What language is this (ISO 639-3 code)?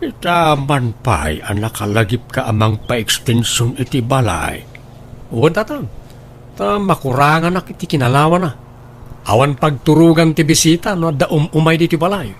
ilo